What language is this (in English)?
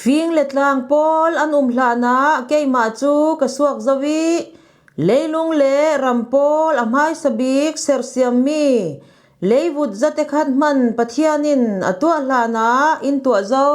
Falam Chin